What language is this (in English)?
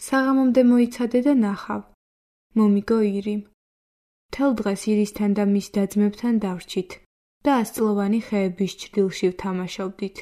Georgian